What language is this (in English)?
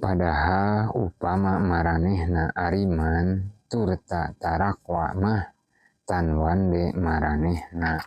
Sundanese